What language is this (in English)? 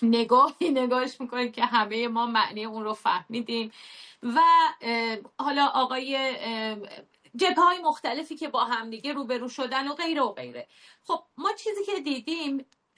Persian